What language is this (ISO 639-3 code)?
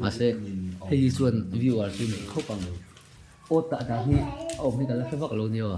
lus